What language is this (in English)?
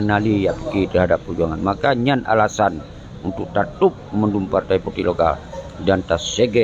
Achinese